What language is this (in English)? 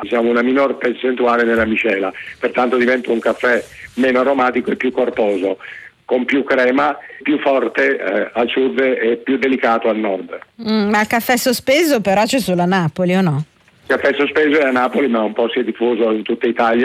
Italian